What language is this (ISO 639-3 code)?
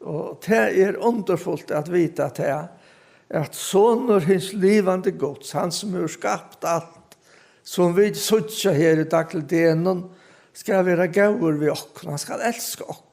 fao